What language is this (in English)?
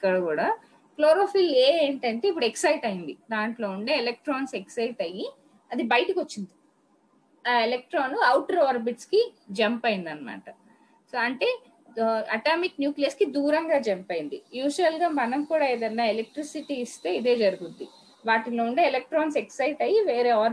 Telugu